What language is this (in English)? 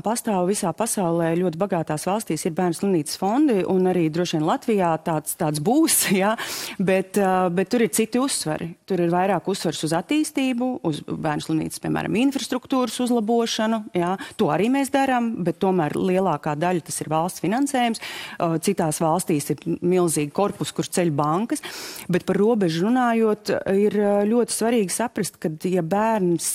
Latvian